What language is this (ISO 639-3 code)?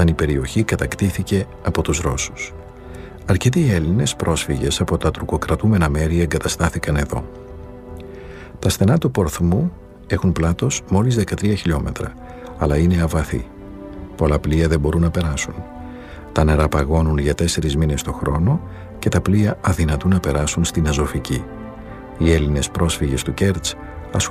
ell